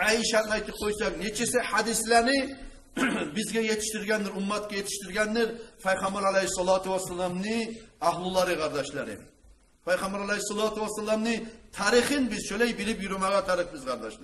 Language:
Kumyk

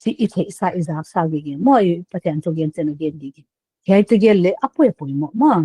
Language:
Paite Chin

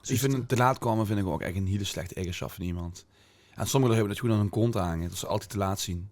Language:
Limburgish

